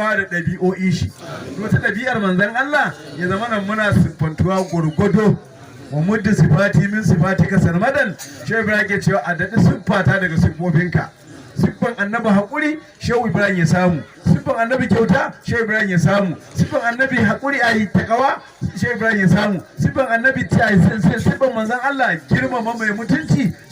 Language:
Hausa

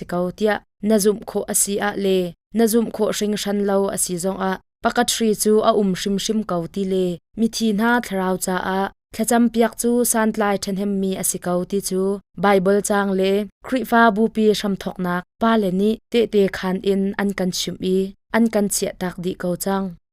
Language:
Hakha Chin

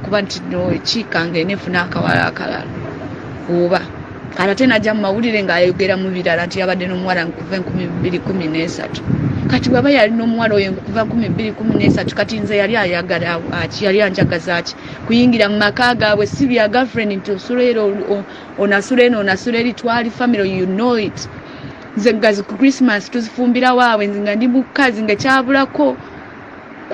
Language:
Ganda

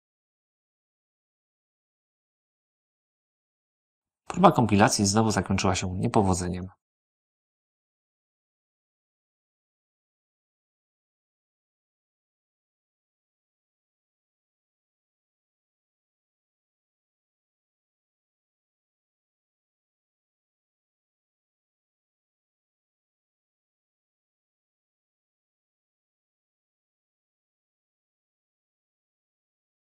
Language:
Polish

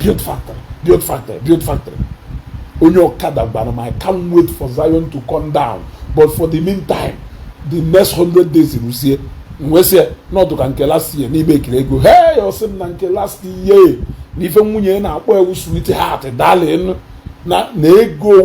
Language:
Igbo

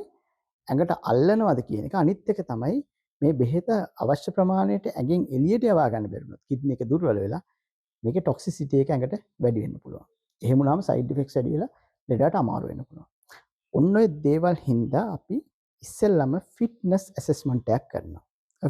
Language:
Sinhala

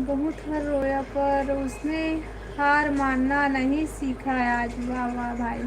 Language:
Chhattisgarhi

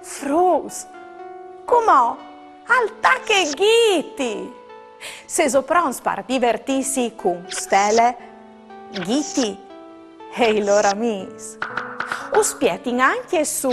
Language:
Friulian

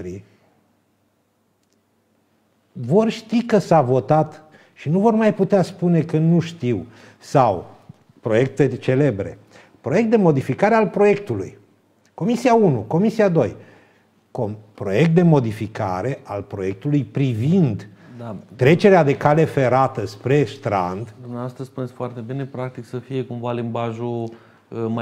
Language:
Romanian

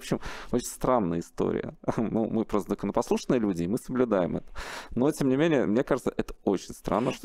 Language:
Russian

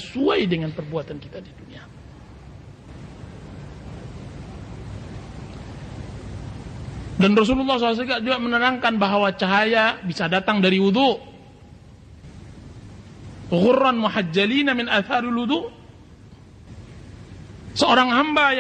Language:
Indonesian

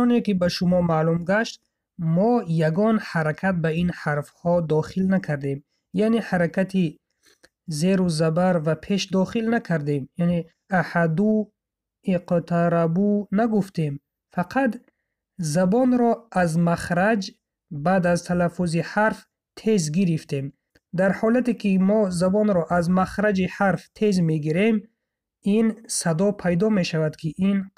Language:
Tajik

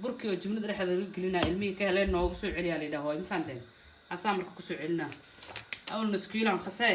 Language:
Somali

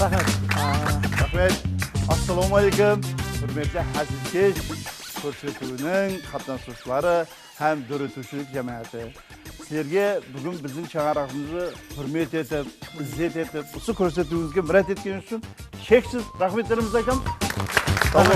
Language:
Kara-Kalpak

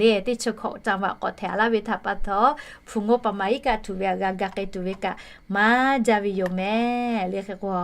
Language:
Lahu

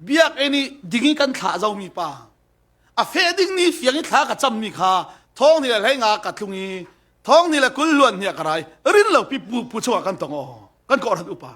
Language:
Falam Chin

